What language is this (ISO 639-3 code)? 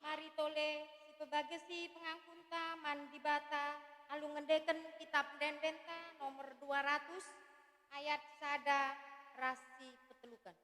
btx